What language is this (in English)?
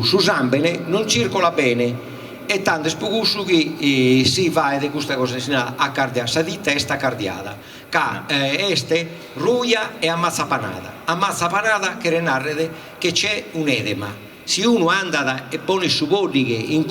Sardinian